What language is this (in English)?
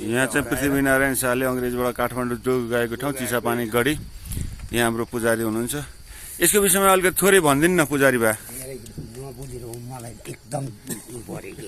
Nepali